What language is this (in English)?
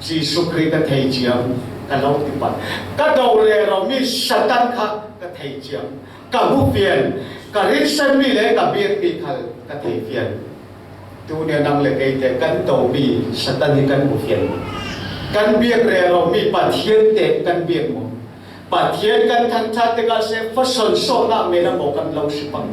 Falam Chin